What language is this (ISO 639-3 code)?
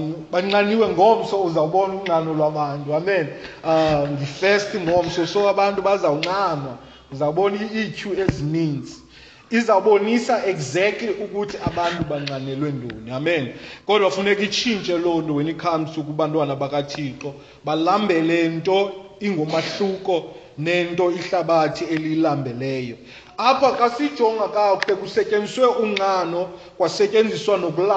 xho